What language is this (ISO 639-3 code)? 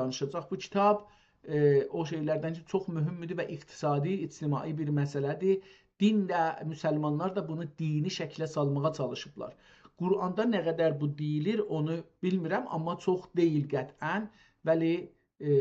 azb